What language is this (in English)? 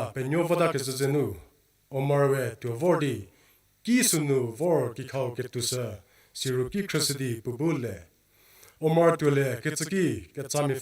Angami Naga